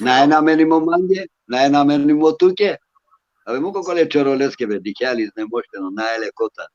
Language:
Balkan Romani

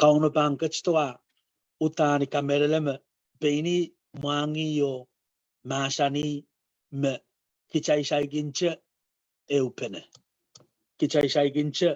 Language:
Pohnpeian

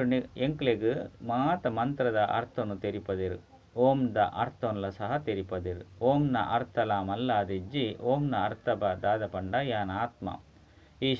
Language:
Tulu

